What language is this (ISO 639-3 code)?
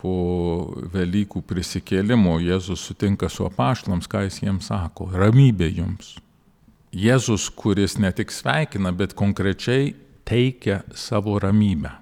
lit